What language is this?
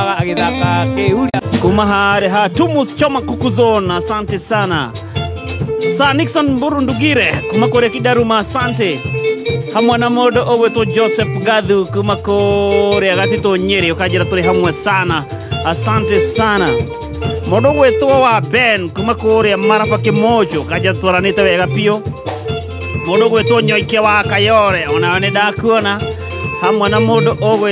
Kikuyu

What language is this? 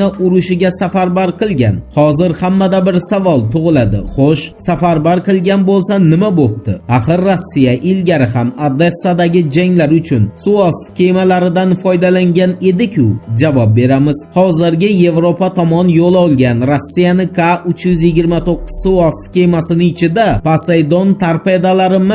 Uzbek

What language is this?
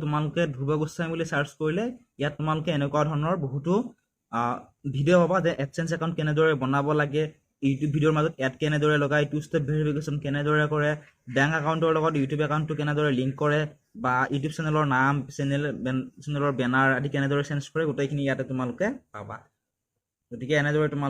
Assamese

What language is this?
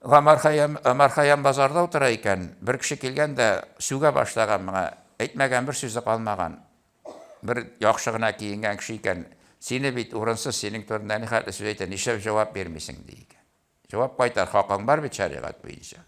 Tatar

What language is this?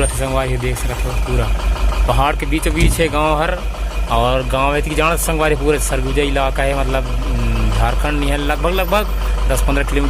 Chhattisgarhi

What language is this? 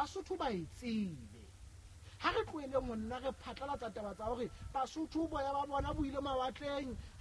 Southern Sotho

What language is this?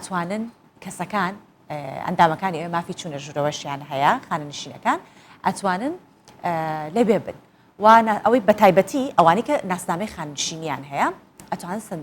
Central Kurdish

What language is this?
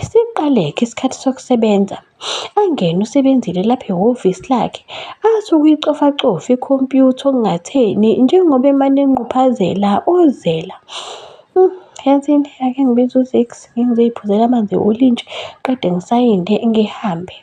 Zulu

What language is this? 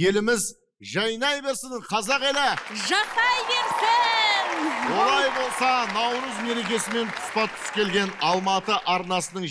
Kazakh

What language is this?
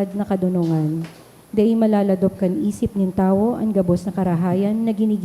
Bikol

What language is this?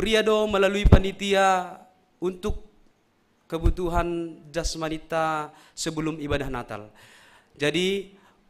Batak Simalungun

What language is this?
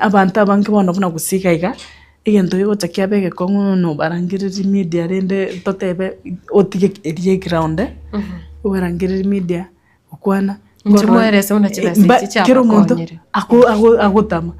Gusii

